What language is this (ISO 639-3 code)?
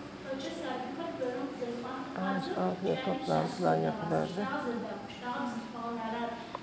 ady